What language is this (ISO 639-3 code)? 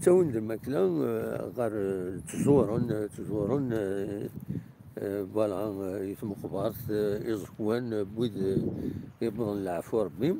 kab